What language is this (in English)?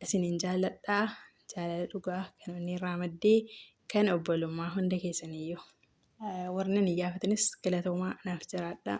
Oromo